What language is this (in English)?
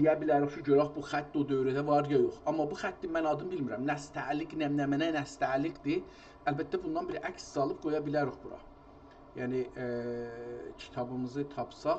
South Azerbaijani